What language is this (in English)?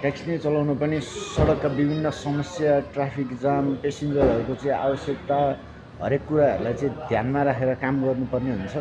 Nepali